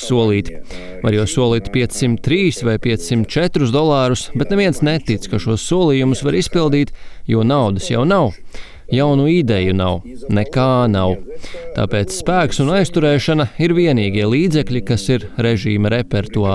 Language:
Latvian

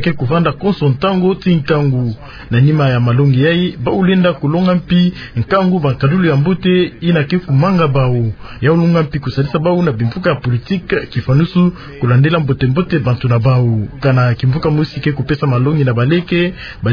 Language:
Kituba (Democratic Republic of Congo)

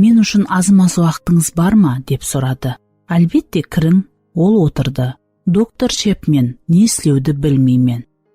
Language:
Kara-Kalpak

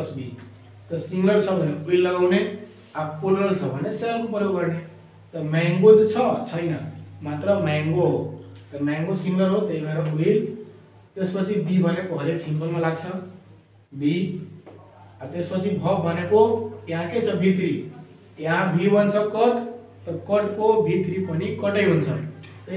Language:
Nepali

